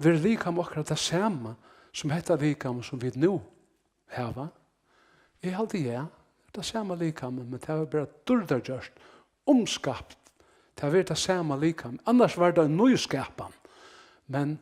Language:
Faroese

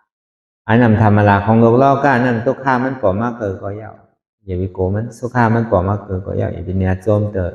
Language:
Shan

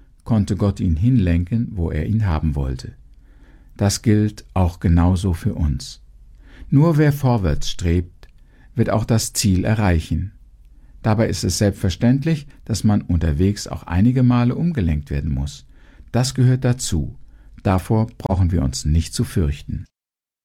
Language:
German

